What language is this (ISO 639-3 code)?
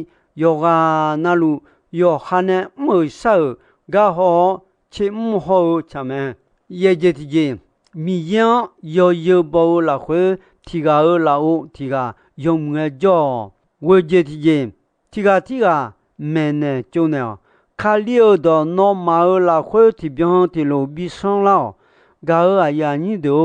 ahk